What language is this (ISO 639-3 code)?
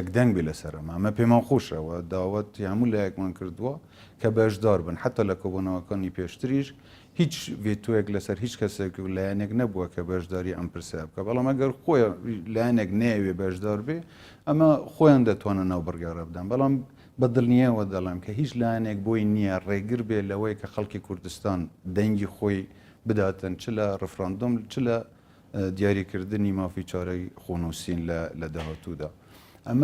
ckb